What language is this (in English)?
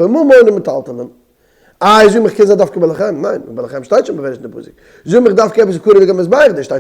Yiddish